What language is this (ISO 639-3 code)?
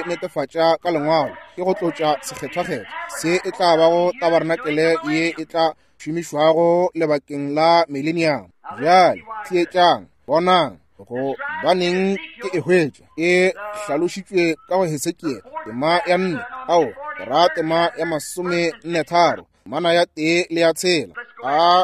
nso